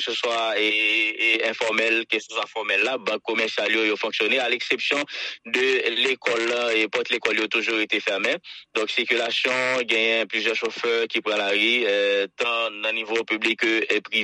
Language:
Haitian Creole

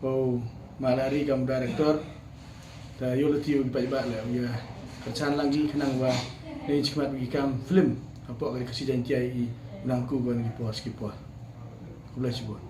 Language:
Khasi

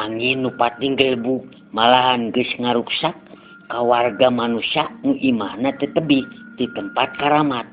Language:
Sundanese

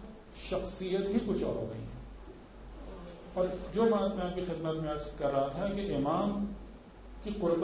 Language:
Urdu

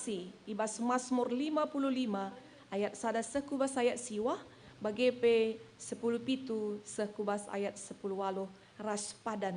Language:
Batak Karo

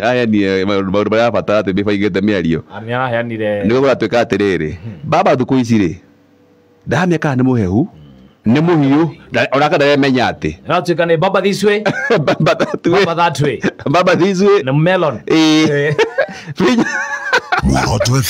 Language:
Kikuyu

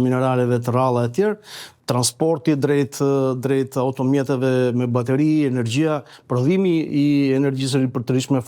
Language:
Albanian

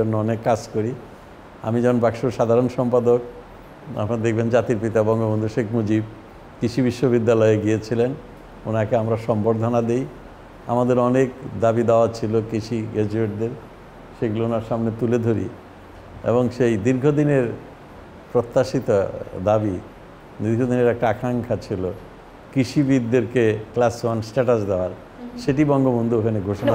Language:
Bangla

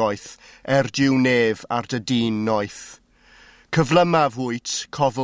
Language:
Welsh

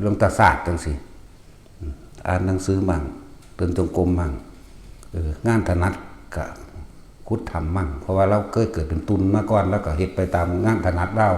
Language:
Northeastern Thai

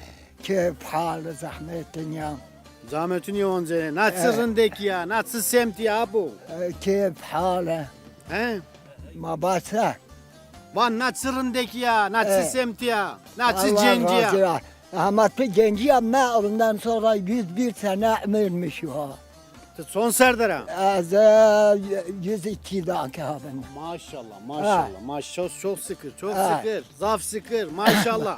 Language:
Zaza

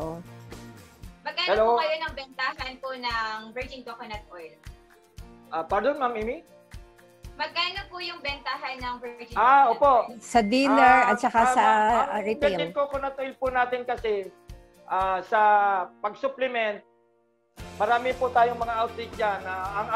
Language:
Filipino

